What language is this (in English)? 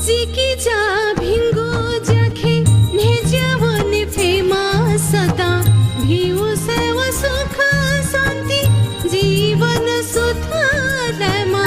Newari